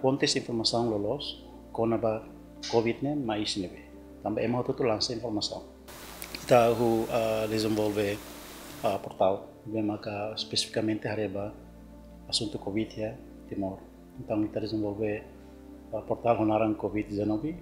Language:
Tetum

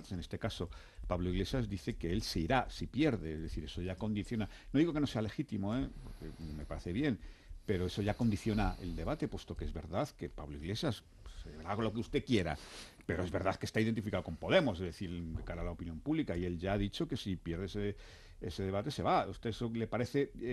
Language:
Spanish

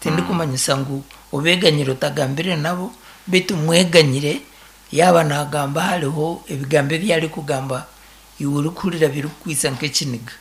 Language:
Nyankole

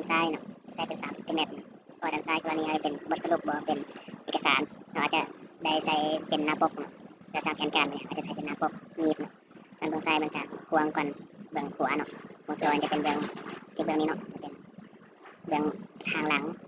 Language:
Lao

